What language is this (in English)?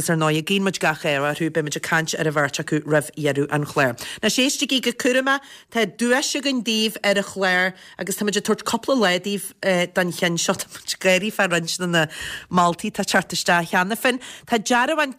Irish